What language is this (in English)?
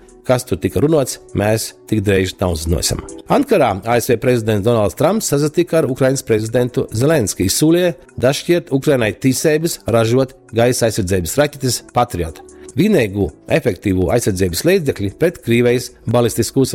Latgalian